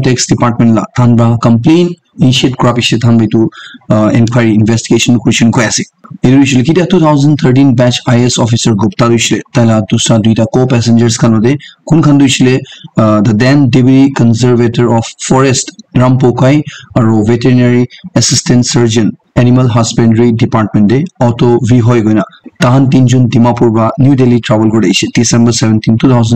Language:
Naga Pidgin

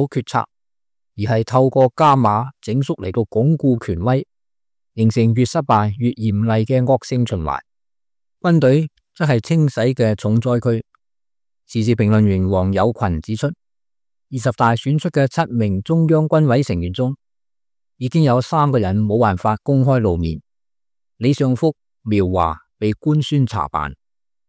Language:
Cantonese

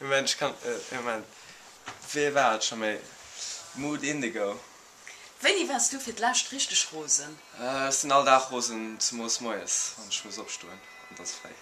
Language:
Luxembourgish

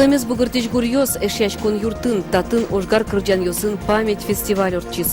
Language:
Udmurt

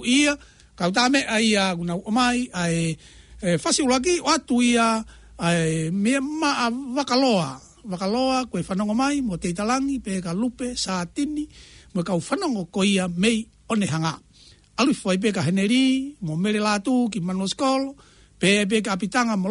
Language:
Tongan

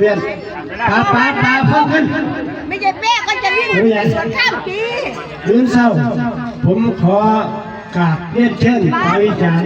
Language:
Lao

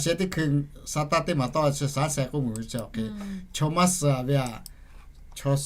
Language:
Lahu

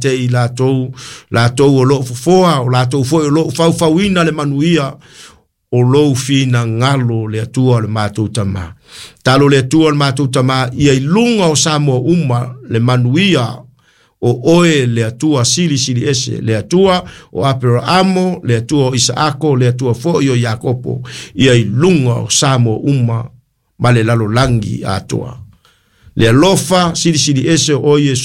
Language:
Samoan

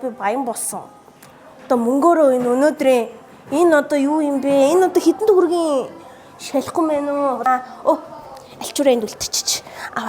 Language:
Mongolian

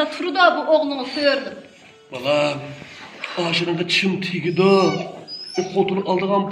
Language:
Uyghur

